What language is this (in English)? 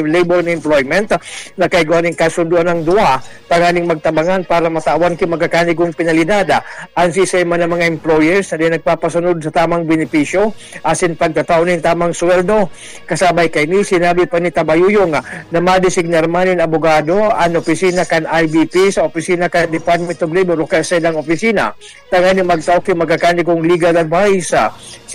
Bikol